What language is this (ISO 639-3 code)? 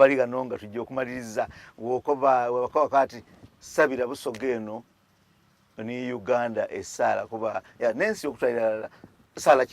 xog